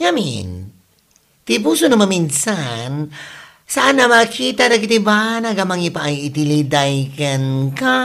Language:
Iloko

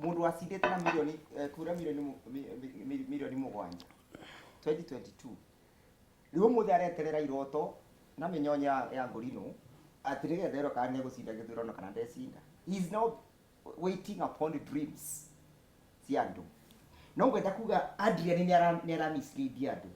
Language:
Kikuyu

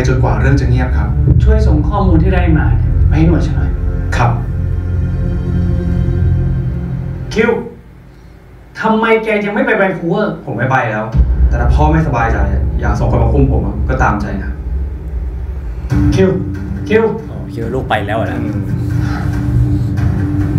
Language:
Thai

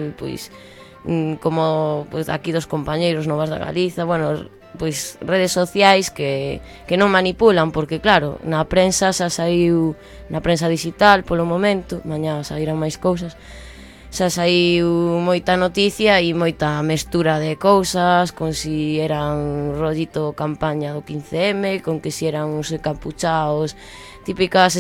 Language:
Galician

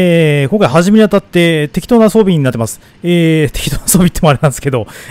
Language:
Japanese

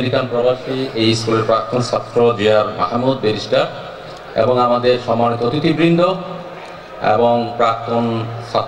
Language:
Bangla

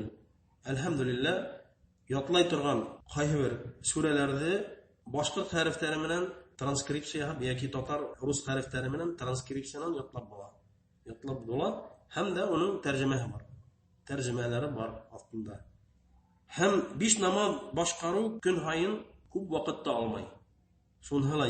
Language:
Bashkir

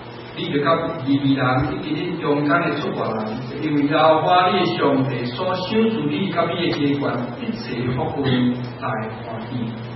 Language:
Min Nan Chinese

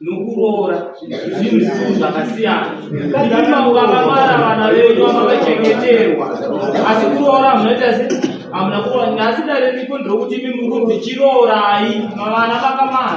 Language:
Shona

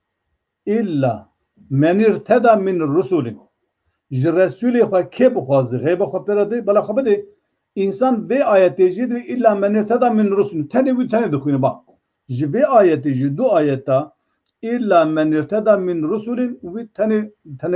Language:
Kurdish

